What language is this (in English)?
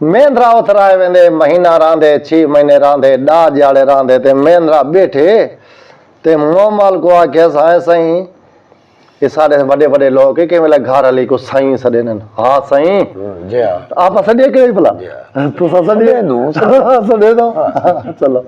Saraiki